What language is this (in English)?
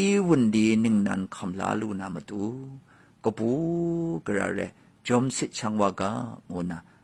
Kachin